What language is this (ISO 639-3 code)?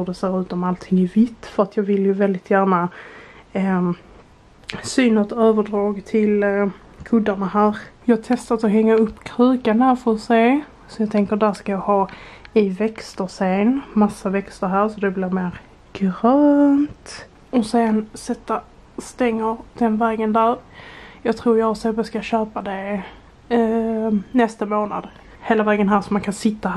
swe